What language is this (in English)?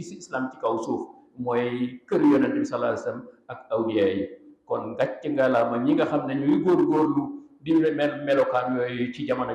Wolof